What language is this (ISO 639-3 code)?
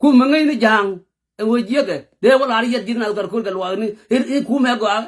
nus